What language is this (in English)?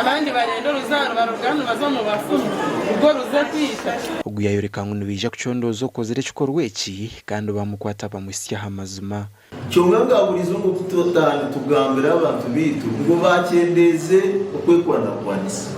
Nyankole